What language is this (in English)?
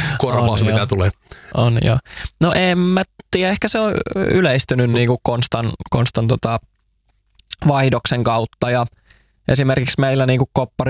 Finnish